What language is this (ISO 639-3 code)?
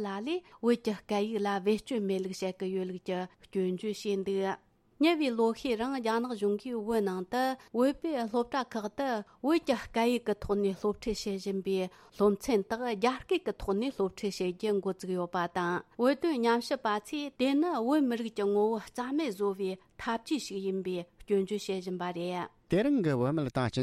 bod